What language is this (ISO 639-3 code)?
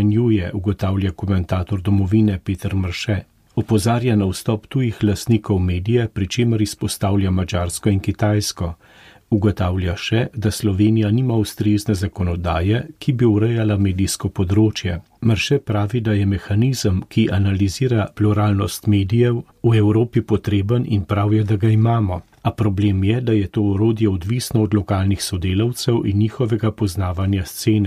slv